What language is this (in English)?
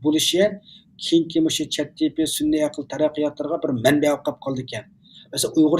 Uyghur